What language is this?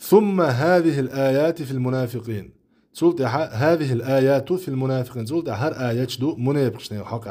Chechen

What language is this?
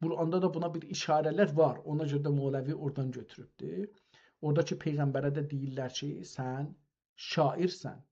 South Azerbaijani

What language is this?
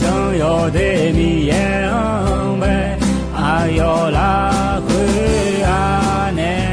Akha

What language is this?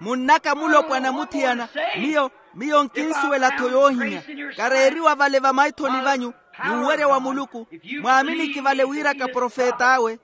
Makhuwa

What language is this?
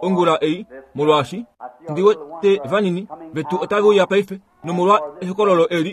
Kuanyama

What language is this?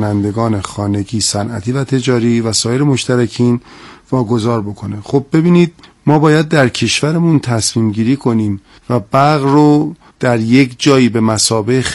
Persian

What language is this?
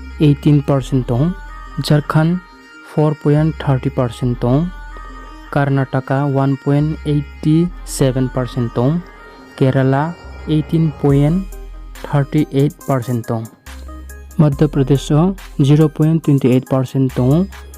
Riang (India)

